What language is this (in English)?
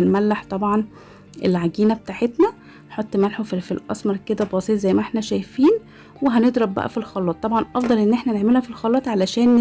Egyptian Arabic